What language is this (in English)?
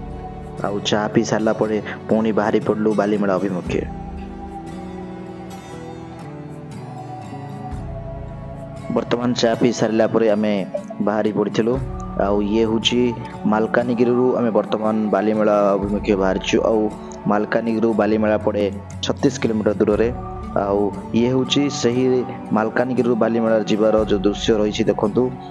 Odia